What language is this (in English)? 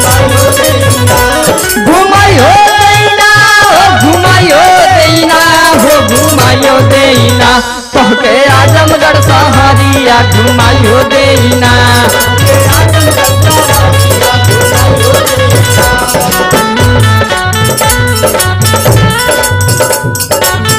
Bhojpuri